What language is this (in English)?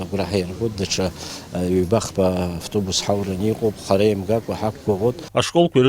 Abkhazian